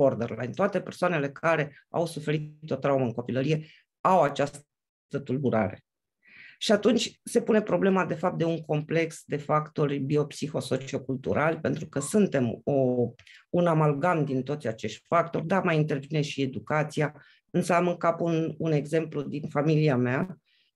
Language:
Romanian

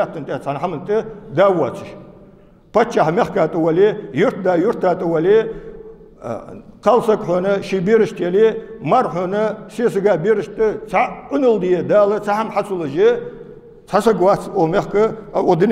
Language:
Ingush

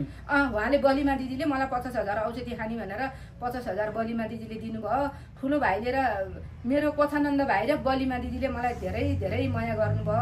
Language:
Nepali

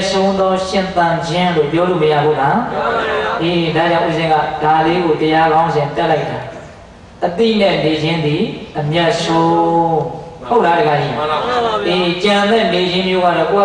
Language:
Burmese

